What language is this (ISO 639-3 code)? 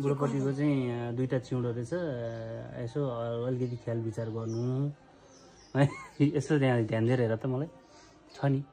nep